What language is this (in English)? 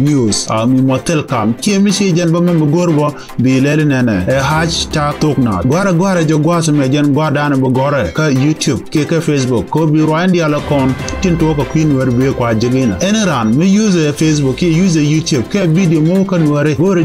Nuer